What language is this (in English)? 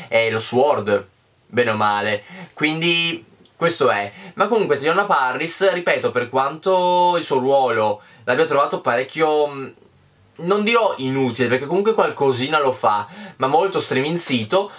Italian